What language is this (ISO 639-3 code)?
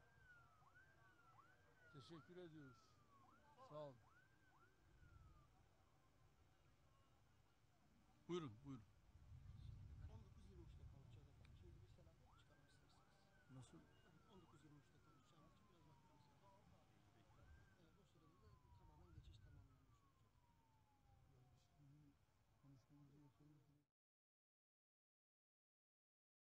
tur